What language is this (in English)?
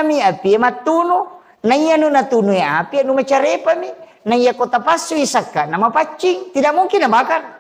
Buginese